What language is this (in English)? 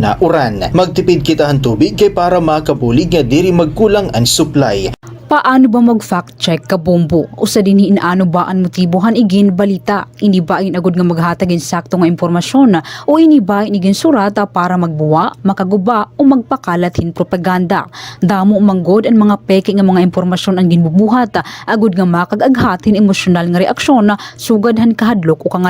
Waray